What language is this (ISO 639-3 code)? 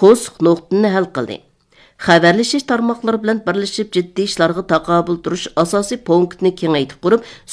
uig